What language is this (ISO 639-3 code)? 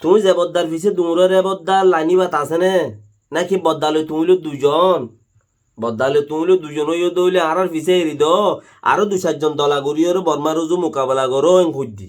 rhg